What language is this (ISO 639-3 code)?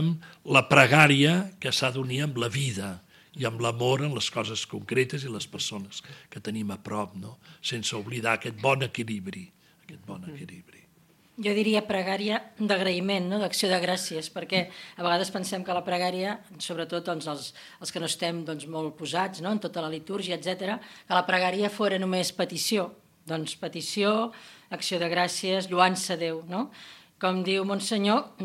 cat